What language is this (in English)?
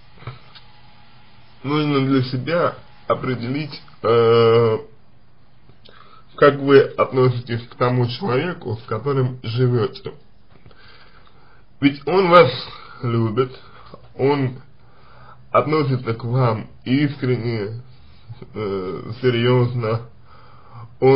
Russian